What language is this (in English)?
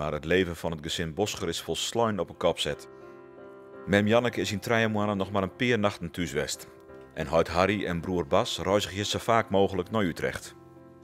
Western Frisian